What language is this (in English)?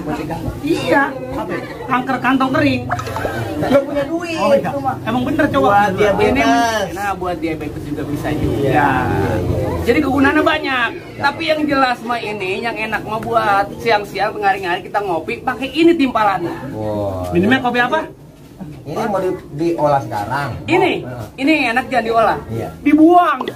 Betawi